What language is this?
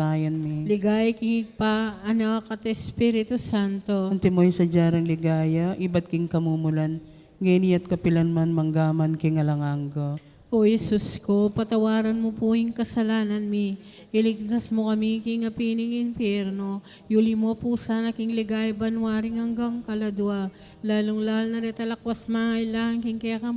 Pampanga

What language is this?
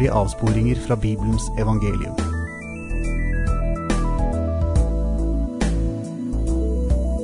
Norwegian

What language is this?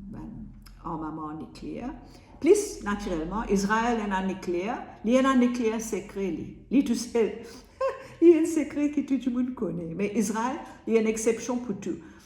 Morisyen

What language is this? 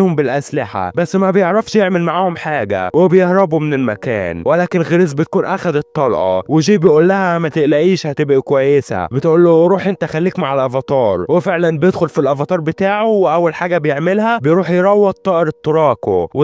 Egyptian Arabic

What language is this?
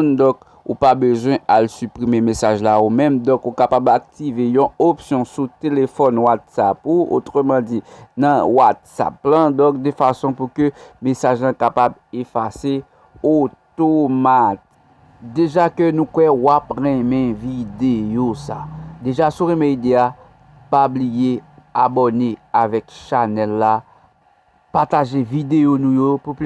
Haitian Creole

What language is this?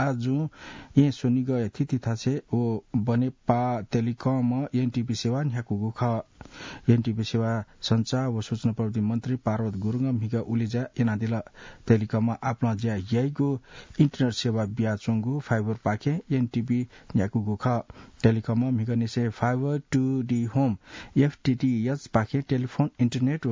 Newari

